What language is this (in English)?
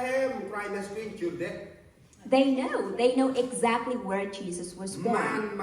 Central Mnong